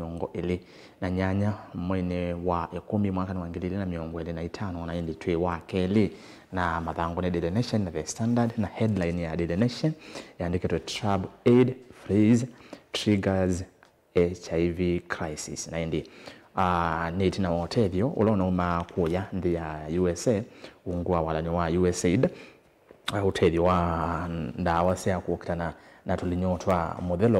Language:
Kamba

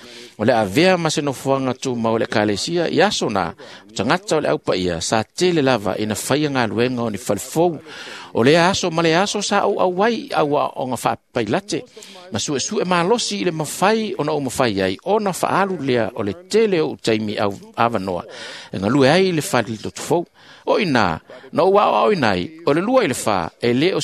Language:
Samoan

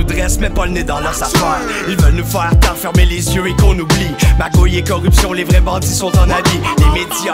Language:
French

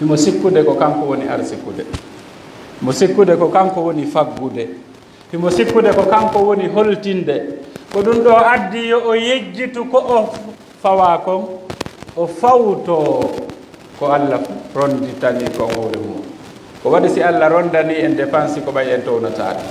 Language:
Fula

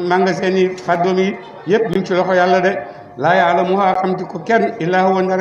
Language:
Wolof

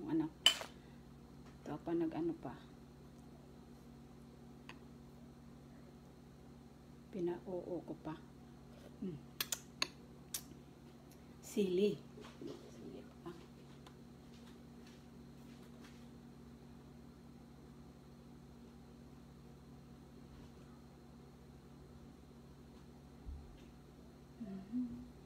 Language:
Filipino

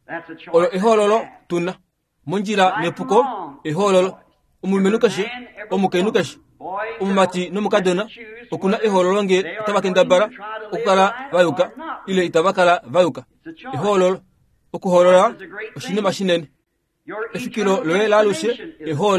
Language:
Kuanyama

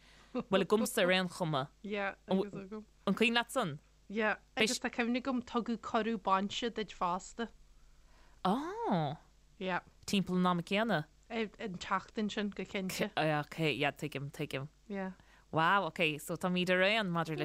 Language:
Irish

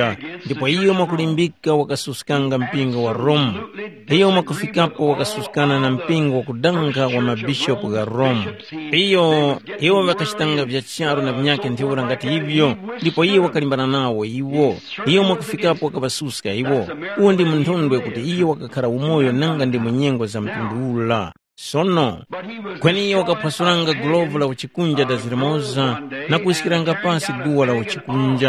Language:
Tumbuka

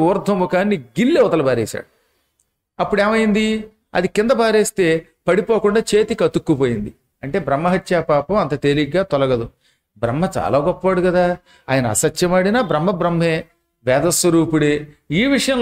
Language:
Telugu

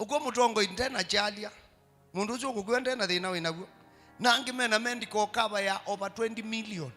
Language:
Kamba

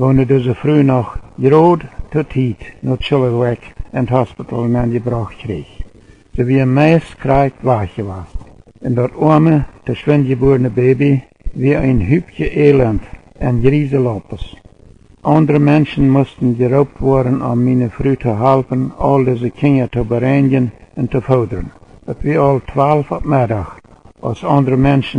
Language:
Plautdietsch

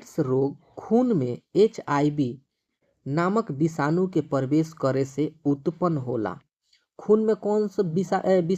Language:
Bhojpuri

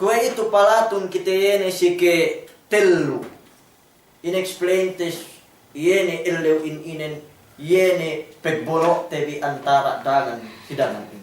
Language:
Yakan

